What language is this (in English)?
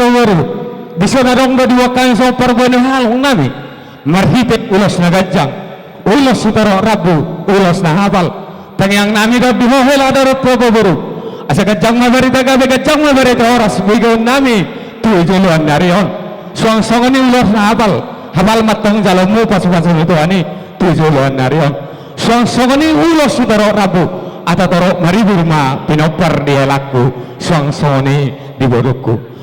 Batak Toba